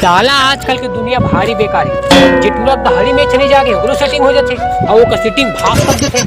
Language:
Chhattisgarhi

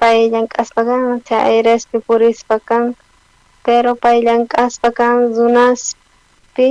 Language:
South Bolivian Quechua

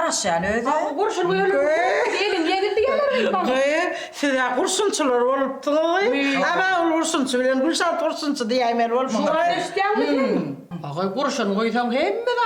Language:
Turkmen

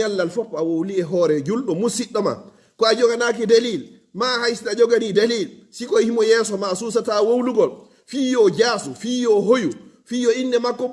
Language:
Fula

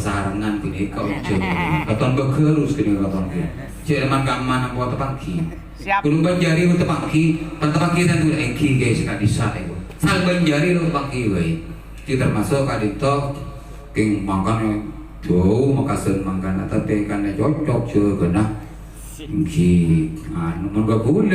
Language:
Madurese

